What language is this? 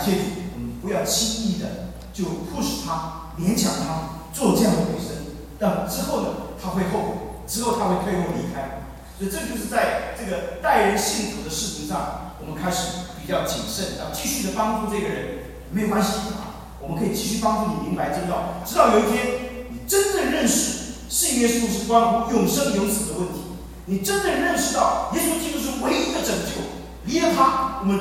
Chinese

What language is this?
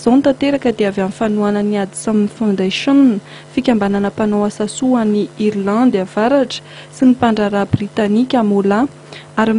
Malagasy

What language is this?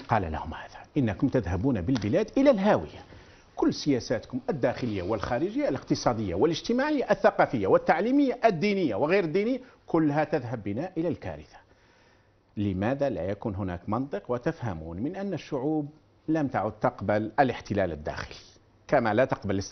Arabic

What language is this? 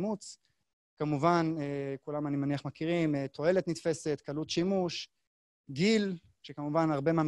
Hebrew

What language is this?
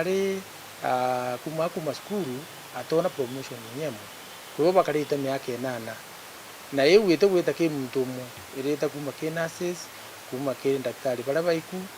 Meru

